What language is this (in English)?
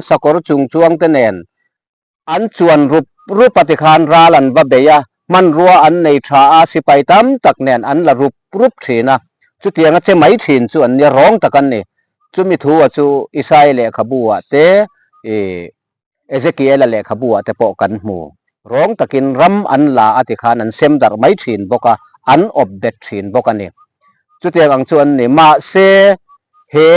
Mizo